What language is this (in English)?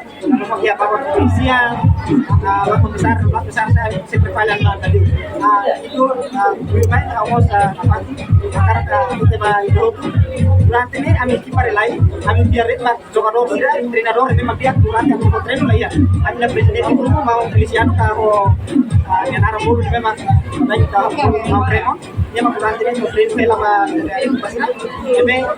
Tetum